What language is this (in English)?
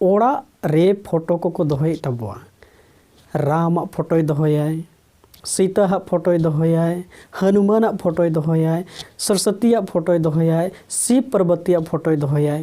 Santali